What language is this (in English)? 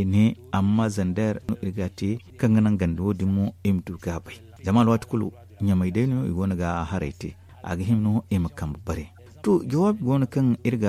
Zarma